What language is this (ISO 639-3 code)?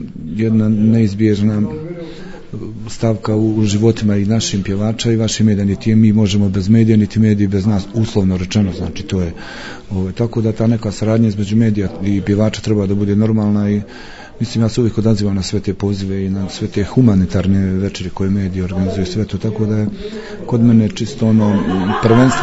bos